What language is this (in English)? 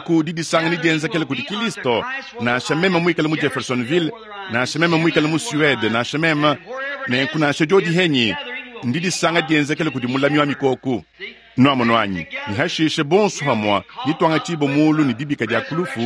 Luba-Lulua